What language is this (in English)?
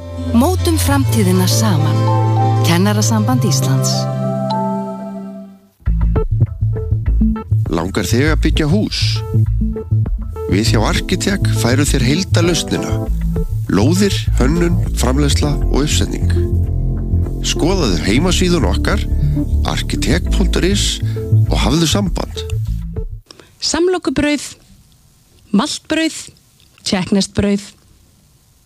Icelandic